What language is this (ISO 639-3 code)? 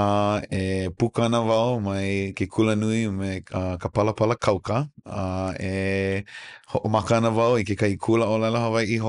haw